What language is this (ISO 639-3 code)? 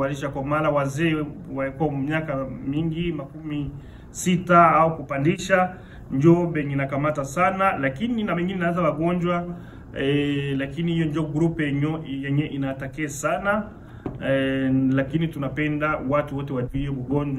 swa